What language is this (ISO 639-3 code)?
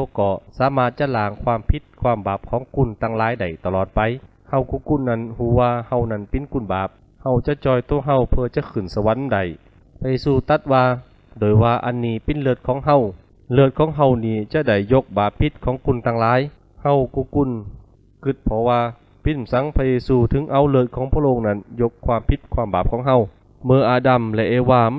khb